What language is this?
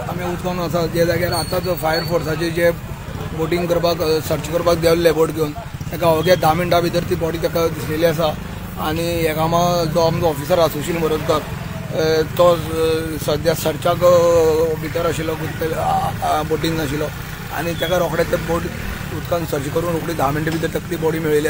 Konkani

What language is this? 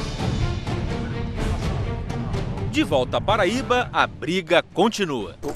Portuguese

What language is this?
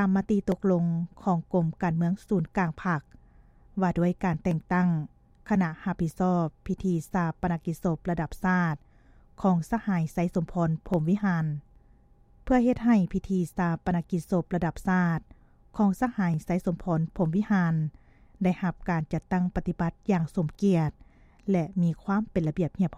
Lao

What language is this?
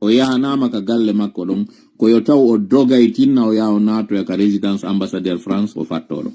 Fula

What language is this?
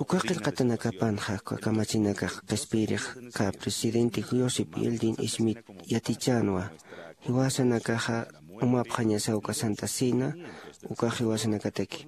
Aymara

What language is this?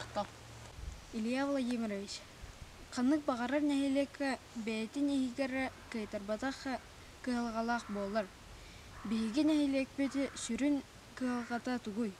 Yakut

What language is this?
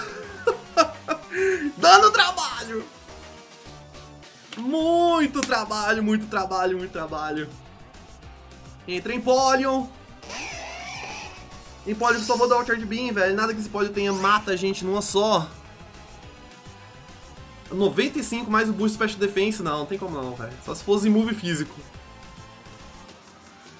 Portuguese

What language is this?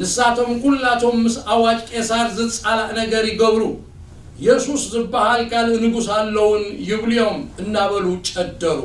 Tigrinya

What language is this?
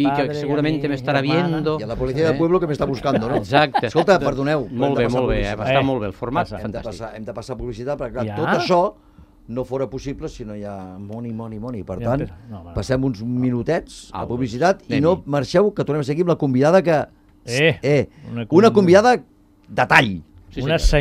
Catalan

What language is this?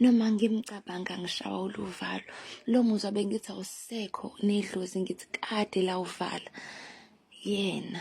Zulu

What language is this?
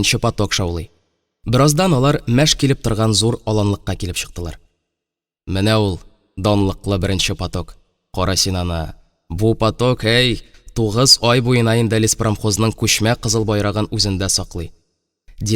Tatar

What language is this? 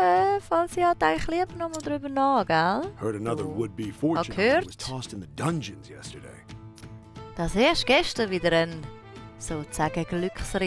Swiss German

